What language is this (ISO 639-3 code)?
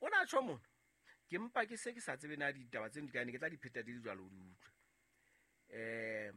sot